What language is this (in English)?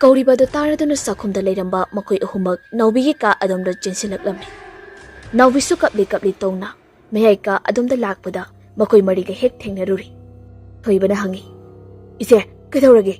Manipuri